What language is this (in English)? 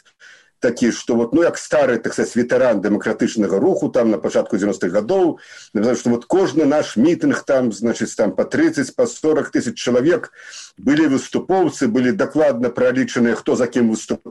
Belarusian